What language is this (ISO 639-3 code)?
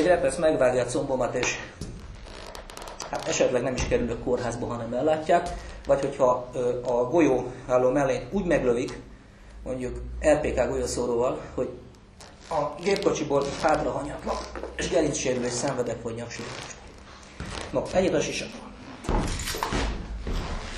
hun